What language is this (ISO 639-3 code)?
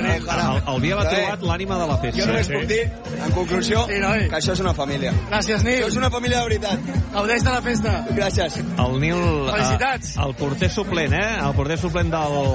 cat